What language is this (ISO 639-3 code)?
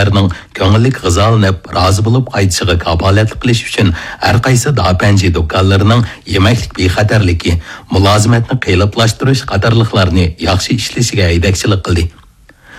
uig